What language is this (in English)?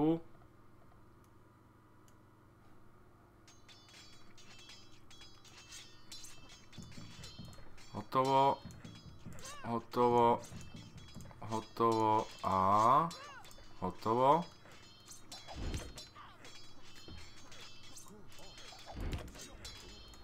Czech